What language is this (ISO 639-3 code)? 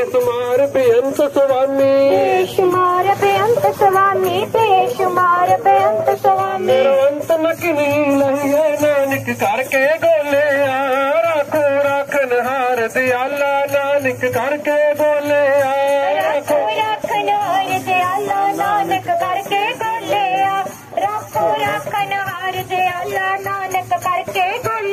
pan